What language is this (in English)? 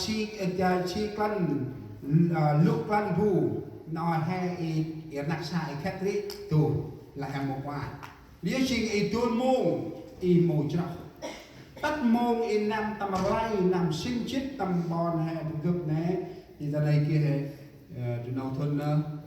Central Mnong